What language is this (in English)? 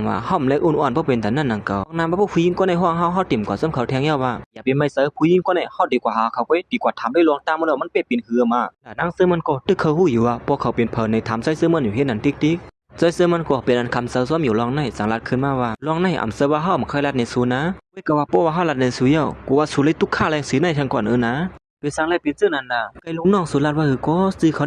Shan